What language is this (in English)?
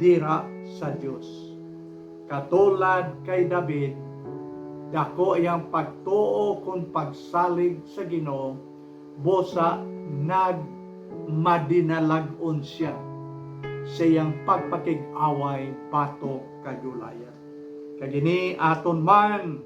Hiligaynon